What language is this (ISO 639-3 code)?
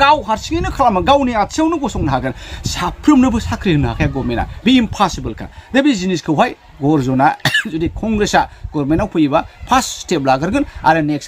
brx